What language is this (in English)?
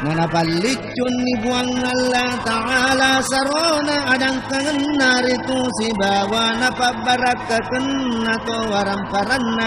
Buginese